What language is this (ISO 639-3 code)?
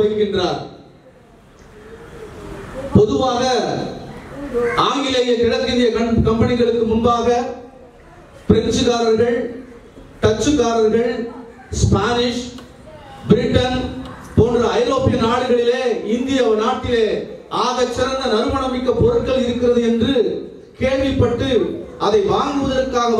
tam